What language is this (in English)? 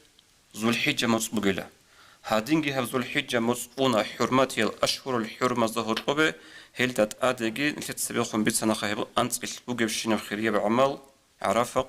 Avaric